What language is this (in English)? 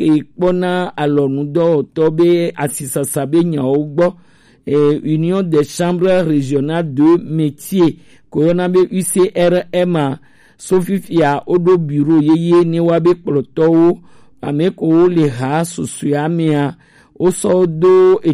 Gen